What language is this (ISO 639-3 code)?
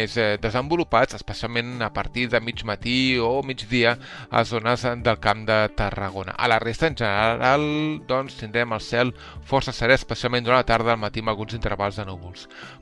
cat